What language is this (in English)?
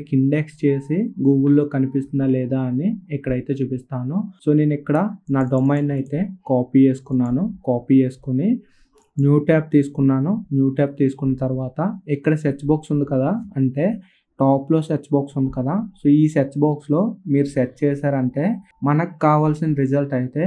Telugu